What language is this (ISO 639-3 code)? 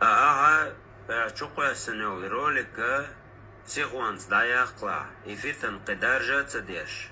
che